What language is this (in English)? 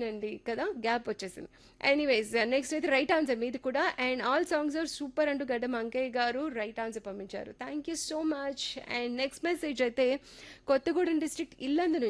Telugu